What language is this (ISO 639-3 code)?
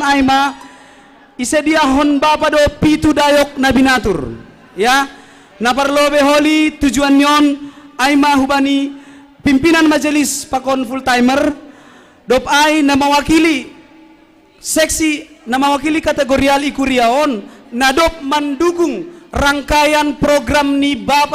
bts